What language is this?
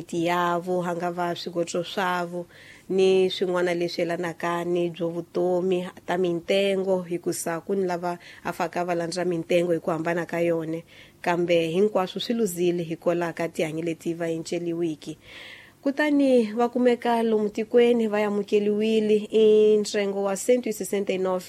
Tsonga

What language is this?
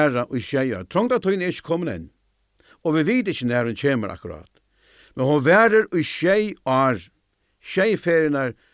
Faroese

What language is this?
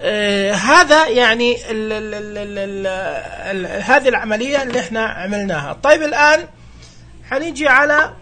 Najdi Arabic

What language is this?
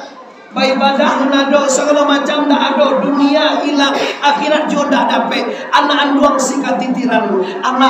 Minangkabau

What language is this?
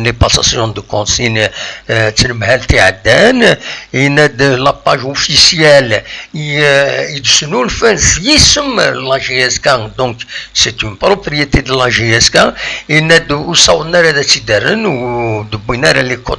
Kabyle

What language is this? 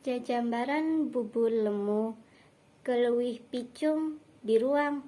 Sundanese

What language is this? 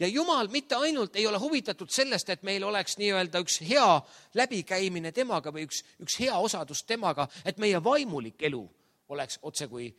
Estonian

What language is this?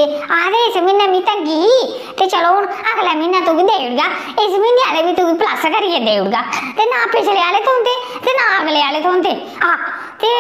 Dogri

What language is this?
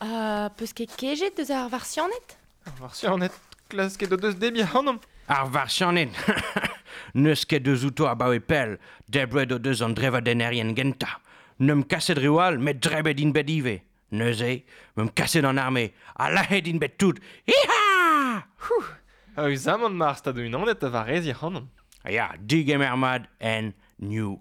Breton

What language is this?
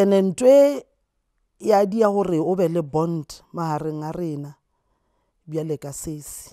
Northern Sotho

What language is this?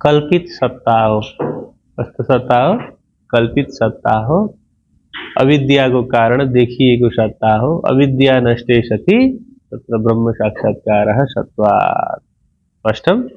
Nepali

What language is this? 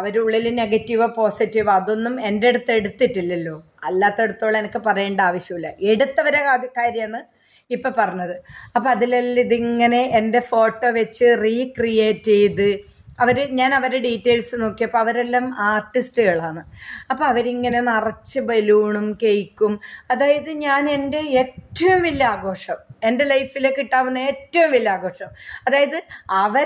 Malayalam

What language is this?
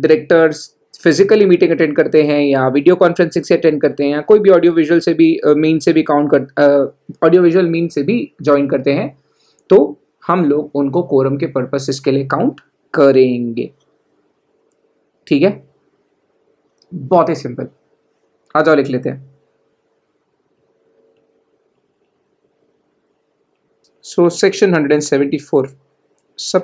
Hindi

